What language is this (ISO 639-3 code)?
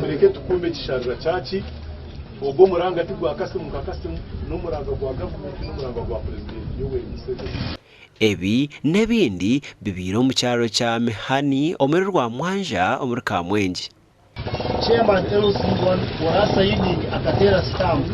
nyn